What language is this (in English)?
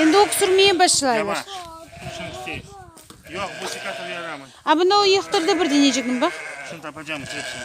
Crimean Tatar